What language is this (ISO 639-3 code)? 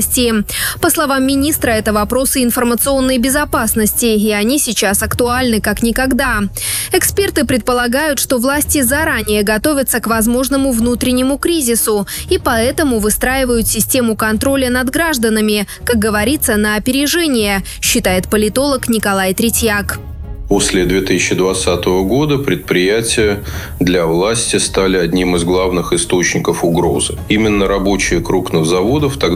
rus